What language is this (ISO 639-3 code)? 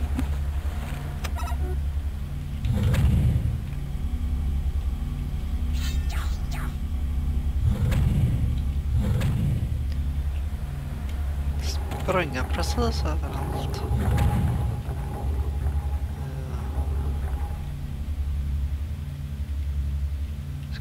swe